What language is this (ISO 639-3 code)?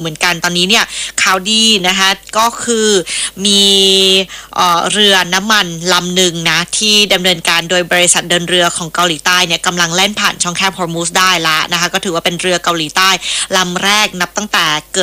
tha